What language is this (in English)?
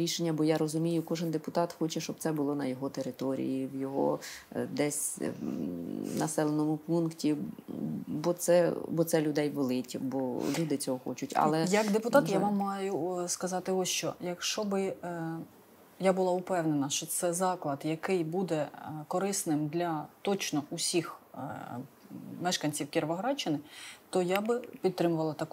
Ukrainian